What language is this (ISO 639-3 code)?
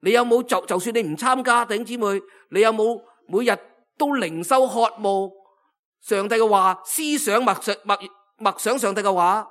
yue